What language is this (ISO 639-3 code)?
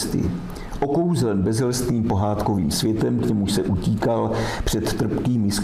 ces